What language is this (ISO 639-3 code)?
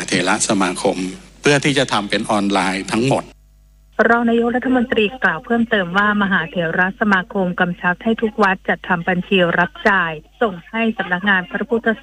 tha